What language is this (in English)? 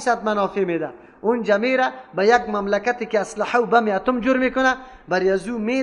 Persian